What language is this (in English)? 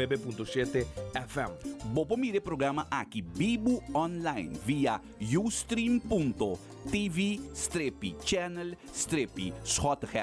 Papiamento